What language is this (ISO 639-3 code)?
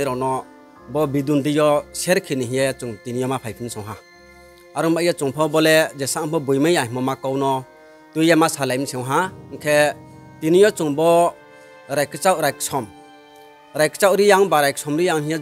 ria